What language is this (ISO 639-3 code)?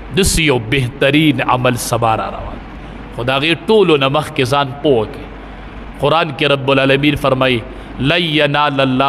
pus